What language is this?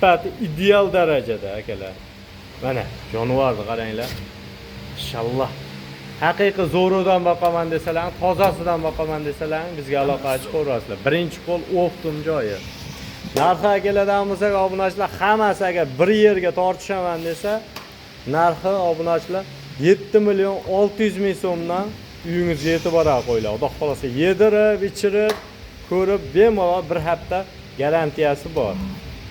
Uzbek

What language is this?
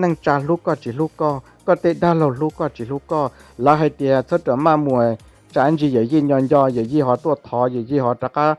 Hmong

